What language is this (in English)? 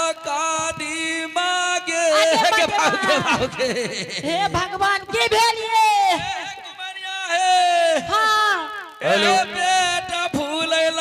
Angika